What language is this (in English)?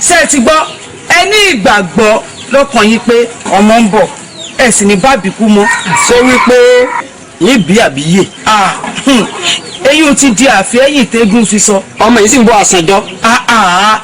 Yoruba